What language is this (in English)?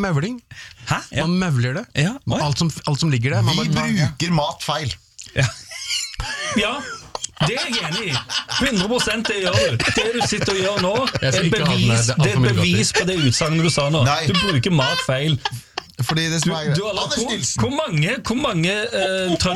Norwegian